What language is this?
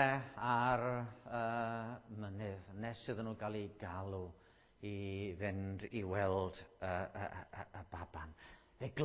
Welsh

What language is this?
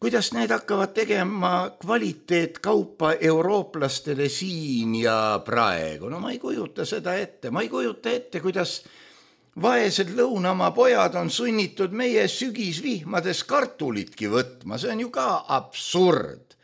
Estonian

